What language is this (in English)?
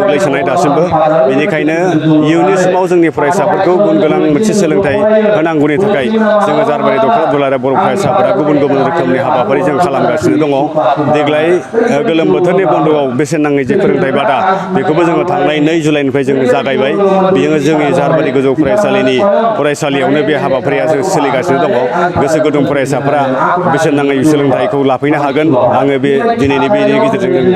Bodo